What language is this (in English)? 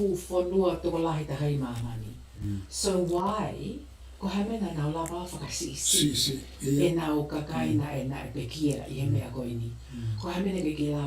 Tongan